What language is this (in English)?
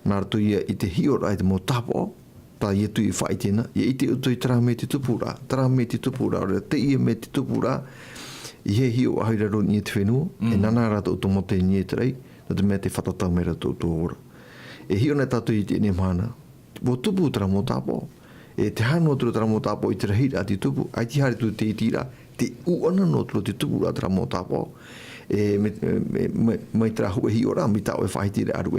Tahitian